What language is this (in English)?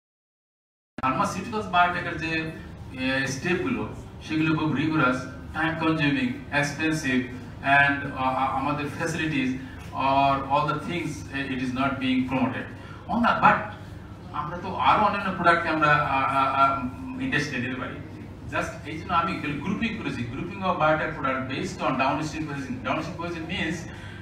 Bangla